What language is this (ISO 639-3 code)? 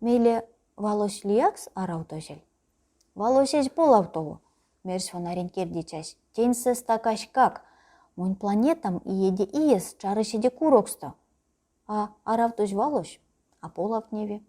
myv